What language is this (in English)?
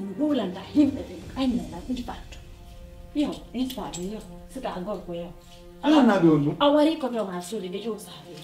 Fula